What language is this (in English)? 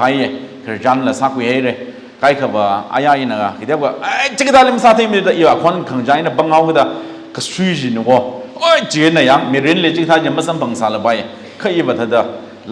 Tangkhul Naga (India)